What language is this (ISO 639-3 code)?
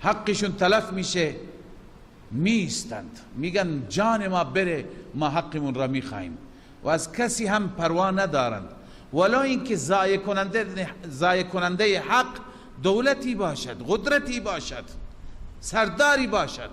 fas